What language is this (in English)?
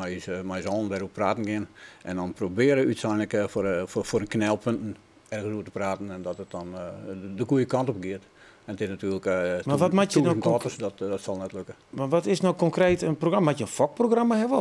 Western Frisian